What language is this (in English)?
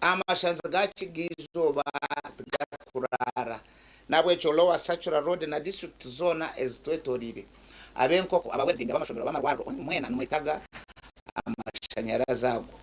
Nyankole